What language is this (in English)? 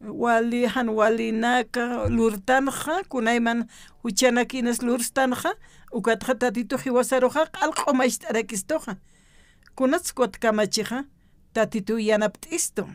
Aymara